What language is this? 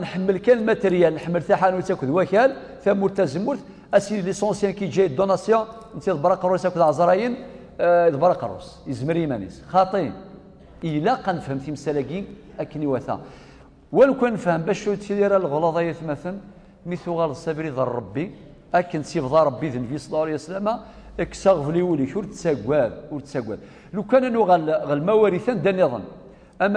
Kabyle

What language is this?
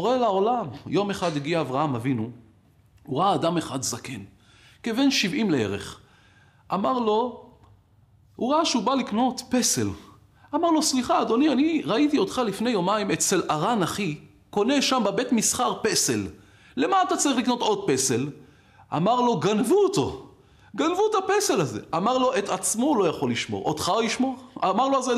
Hebrew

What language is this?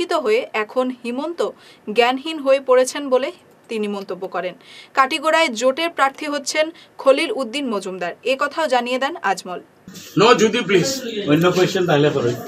Bangla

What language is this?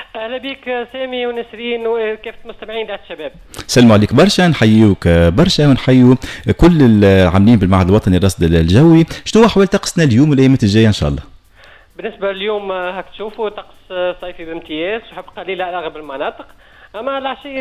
Tunisian Arabic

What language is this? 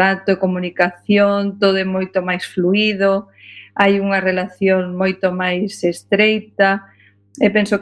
Galician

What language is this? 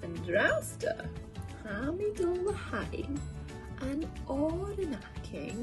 Scottish Gaelic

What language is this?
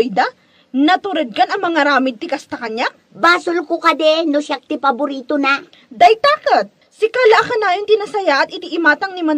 Iloko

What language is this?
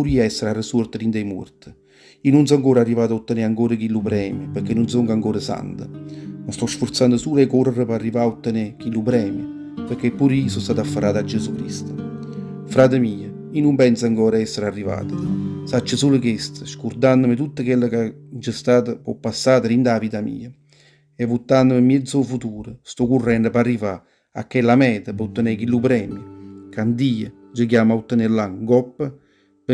Neapolitan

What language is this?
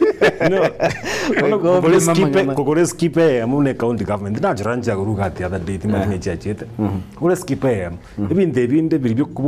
Gusii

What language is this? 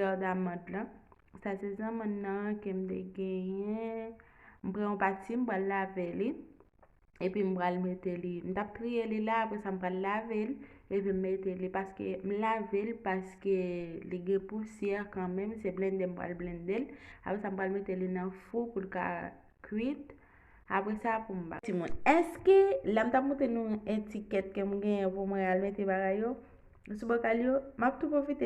Haitian Creole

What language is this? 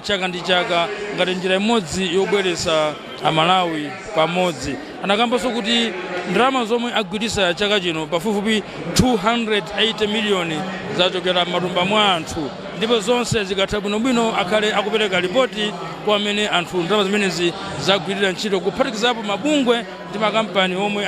Nyanja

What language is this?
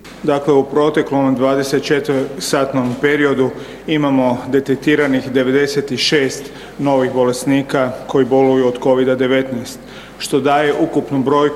Croatian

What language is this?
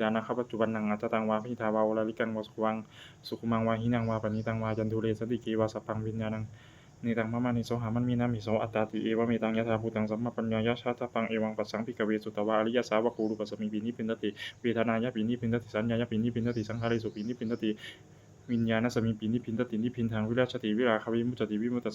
Pali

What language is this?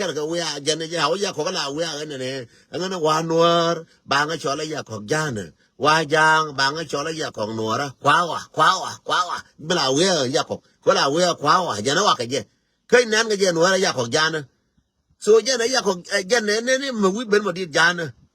Nuer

